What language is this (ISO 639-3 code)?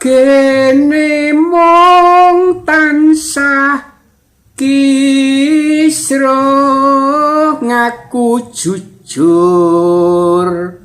jav